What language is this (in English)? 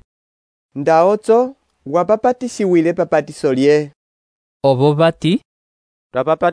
Umbundu